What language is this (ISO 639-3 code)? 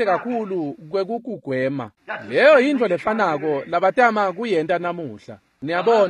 ssw